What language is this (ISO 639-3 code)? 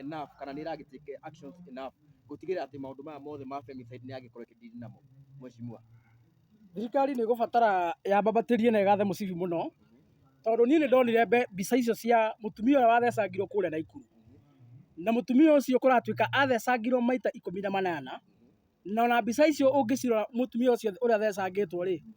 kik